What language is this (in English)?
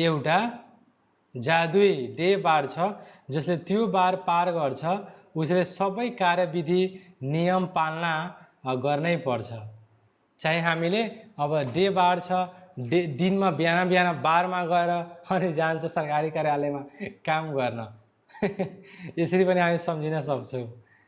Nepali